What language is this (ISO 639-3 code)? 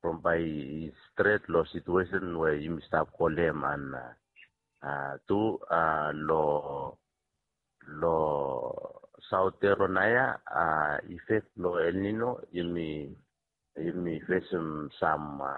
bis